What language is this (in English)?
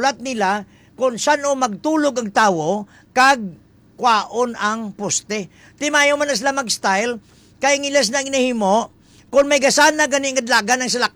Hiligaynon